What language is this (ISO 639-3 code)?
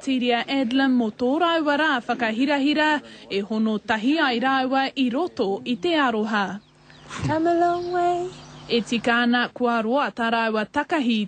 mri